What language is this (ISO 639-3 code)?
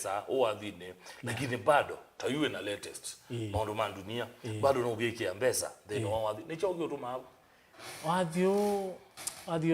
kam